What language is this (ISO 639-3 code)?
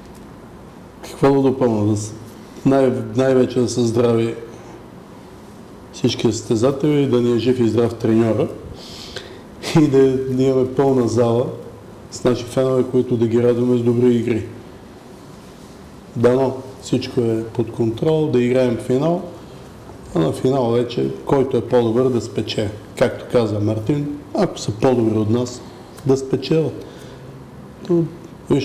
bul